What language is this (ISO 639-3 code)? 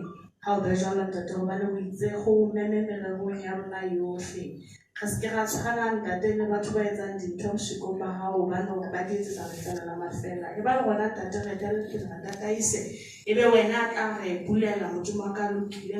sot